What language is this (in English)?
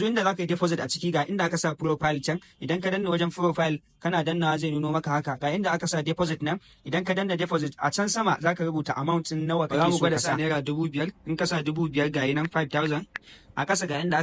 Hausa